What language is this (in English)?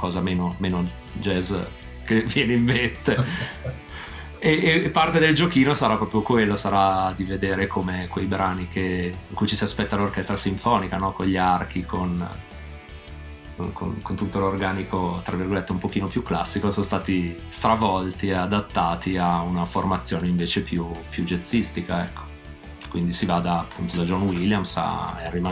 Italian